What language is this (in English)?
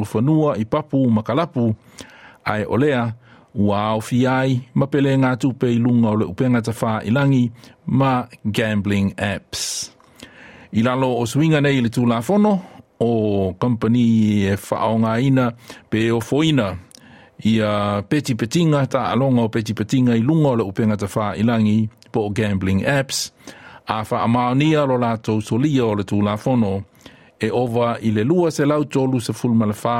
Samoan